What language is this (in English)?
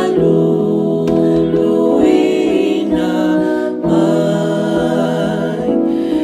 Samoan